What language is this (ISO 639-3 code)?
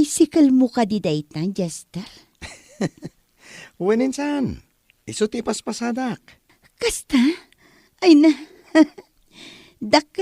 ilo